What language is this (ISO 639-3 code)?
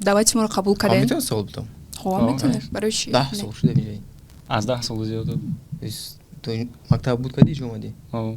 tgk